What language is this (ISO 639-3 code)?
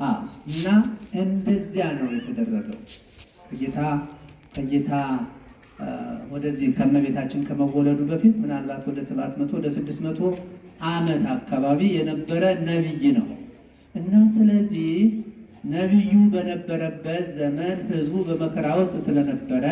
amh